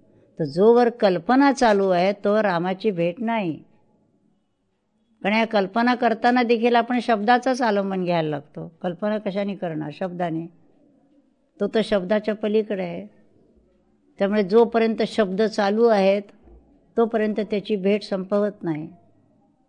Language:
Marathi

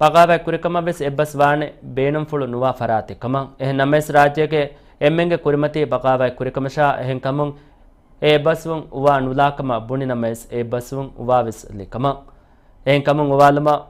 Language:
Divehi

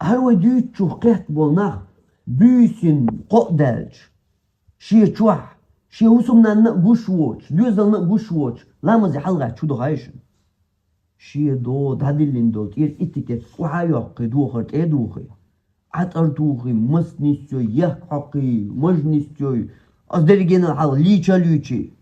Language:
Chechen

